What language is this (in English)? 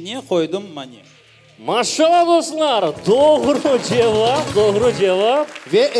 Crimean Tatar